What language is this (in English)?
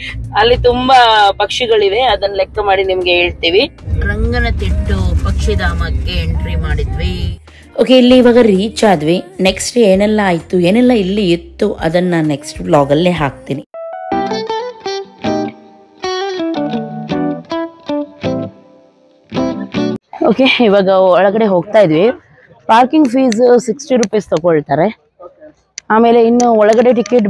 Kannada